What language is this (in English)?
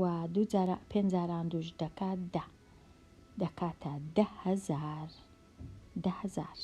Central Kurdish